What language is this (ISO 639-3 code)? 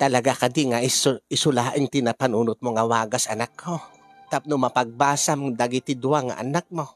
ilo